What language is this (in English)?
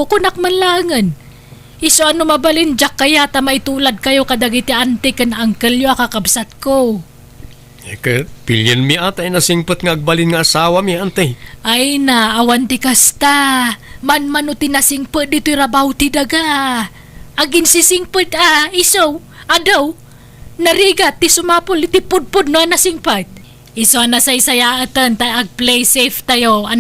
Iloko